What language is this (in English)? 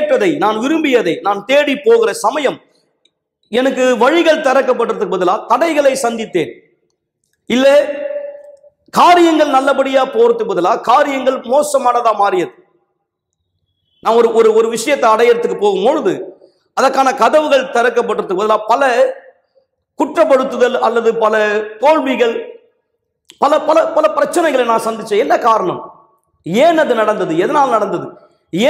Tamil